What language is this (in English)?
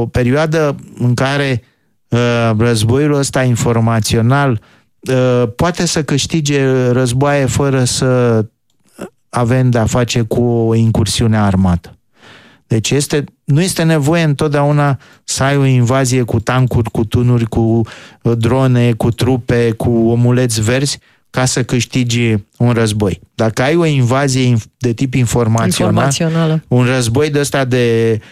Romanian